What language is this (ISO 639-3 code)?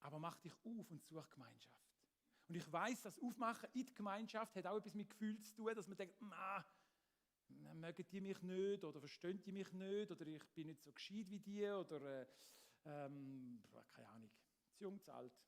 gsw